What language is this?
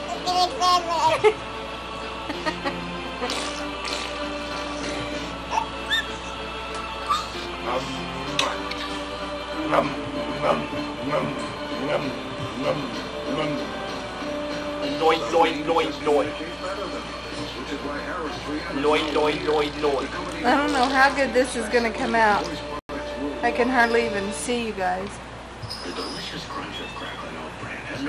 English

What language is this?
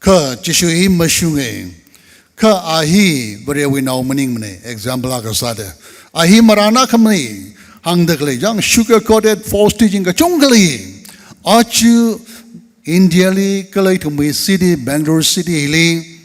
Tangkhul Naga (India)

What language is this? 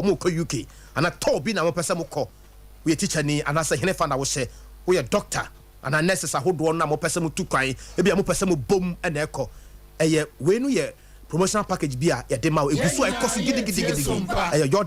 Akan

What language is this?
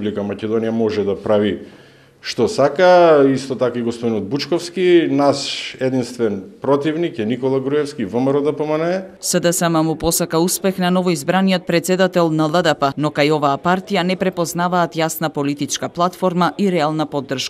Macedonian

